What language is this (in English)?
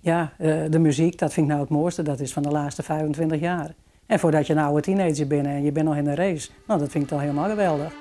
Western Frisian